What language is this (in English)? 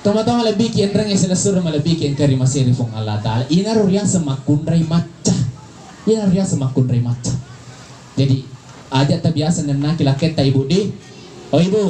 Buginese